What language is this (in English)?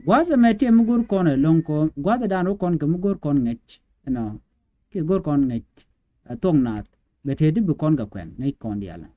Nuer